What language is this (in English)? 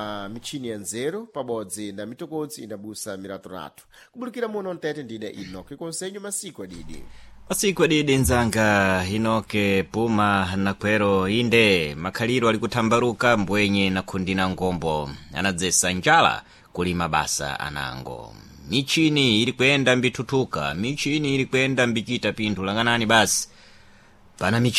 Sena